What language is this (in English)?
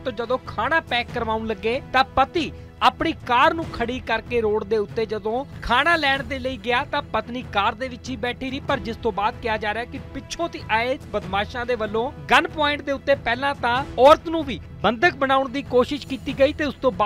Punjabi